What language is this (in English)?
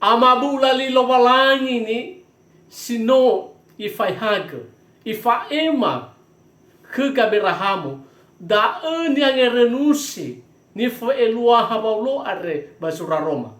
Nias